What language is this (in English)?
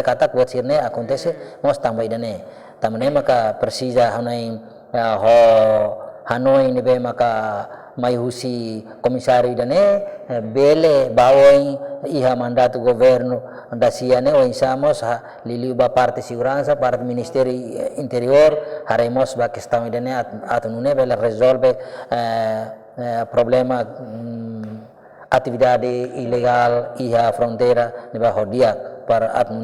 Tetum